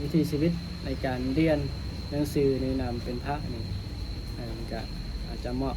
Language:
Lao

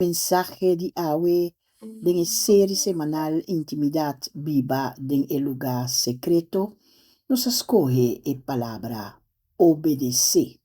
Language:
Papiamento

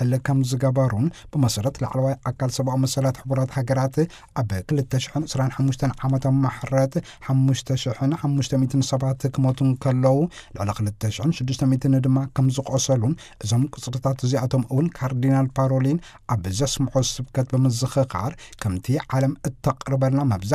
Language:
Tigrinya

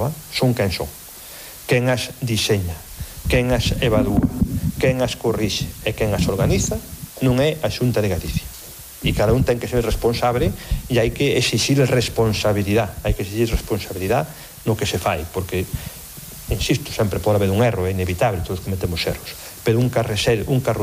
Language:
Galician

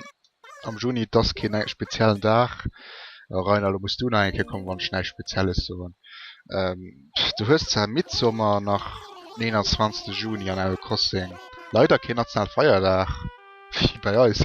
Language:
Luxembourgish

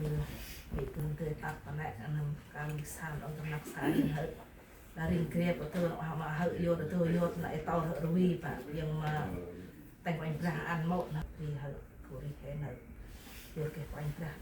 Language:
Central Mnong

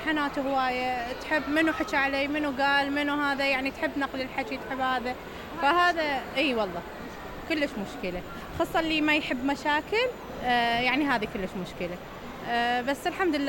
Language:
Mesopotamian Arabic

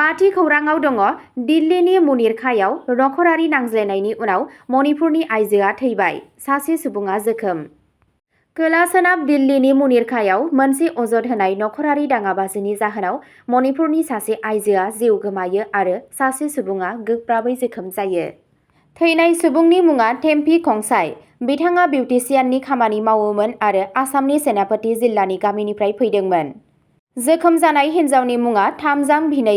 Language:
Bodo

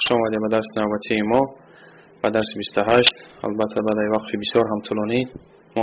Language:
Tajik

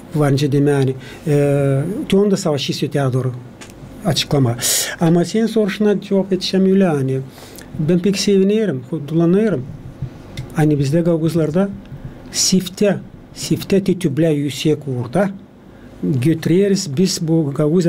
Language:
Gagauz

